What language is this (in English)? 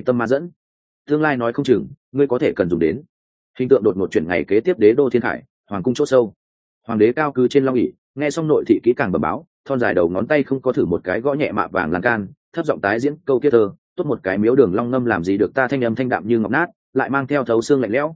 Vietnamese